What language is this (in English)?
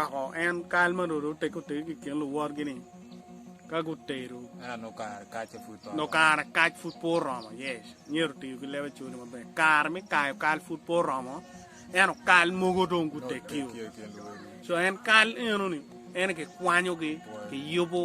Acoli